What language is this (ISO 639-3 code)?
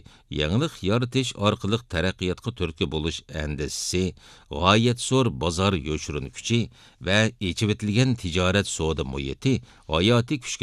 uig